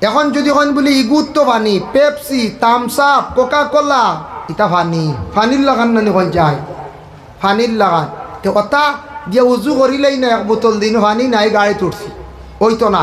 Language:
Sylheti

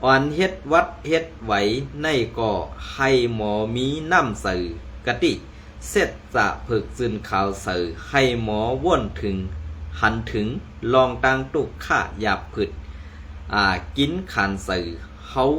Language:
Shan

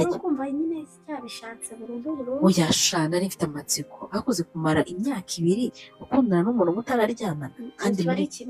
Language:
Kinyarwanda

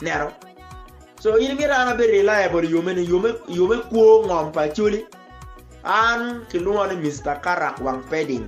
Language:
Acoli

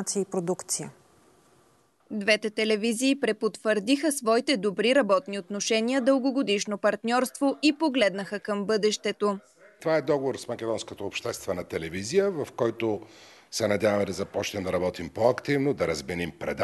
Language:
Bulgarian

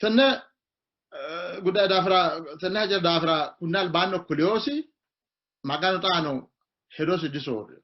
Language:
Sidamo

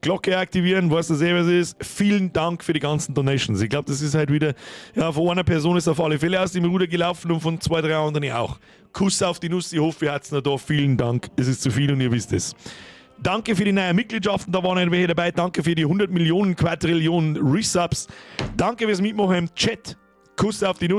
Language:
Bavarian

